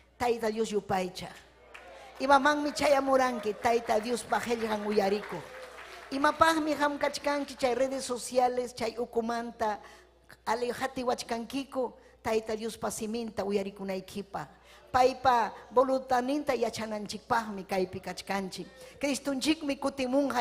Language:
Ayacucho Quechua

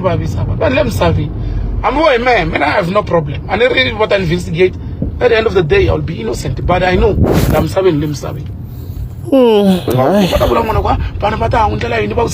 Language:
Tsonga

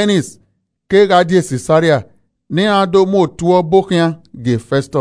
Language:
Esan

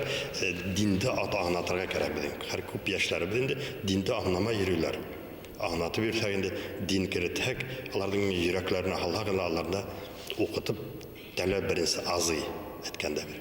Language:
Bashkir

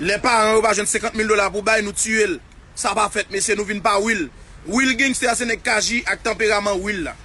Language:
Haitian Creole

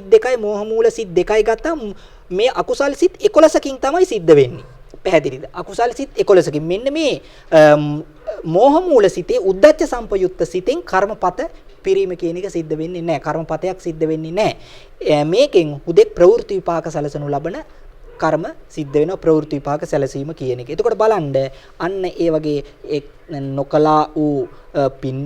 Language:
Sinhala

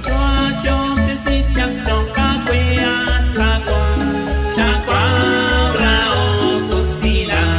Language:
Kekchí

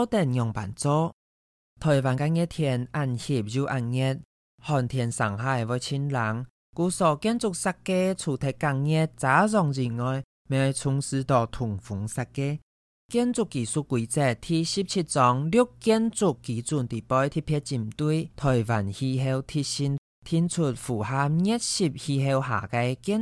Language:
Hakka Chinese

